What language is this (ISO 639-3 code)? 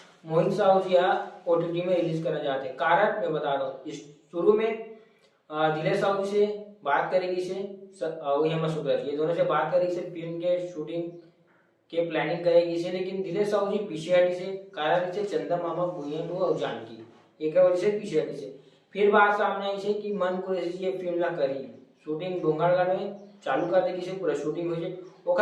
hne